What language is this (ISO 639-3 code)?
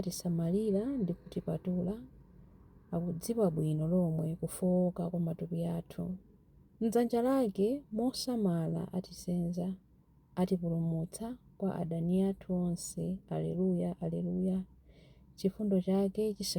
nya